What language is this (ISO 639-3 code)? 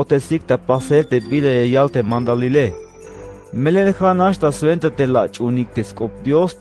tzh